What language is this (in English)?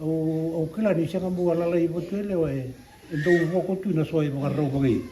Fijian